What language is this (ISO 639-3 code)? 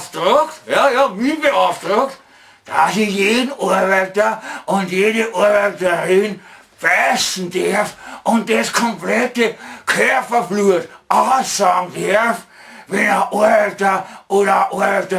bar